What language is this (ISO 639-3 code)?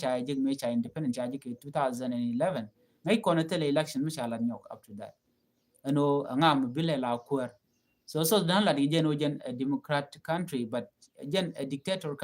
nus